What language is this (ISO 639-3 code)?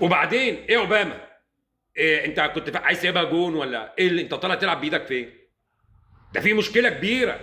arz